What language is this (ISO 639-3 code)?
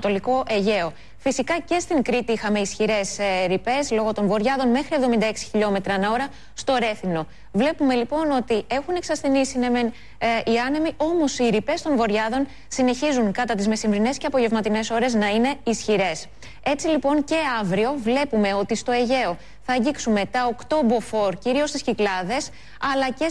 ell